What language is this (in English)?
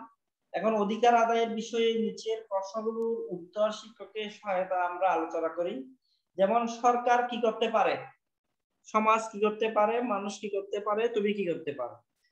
Bangla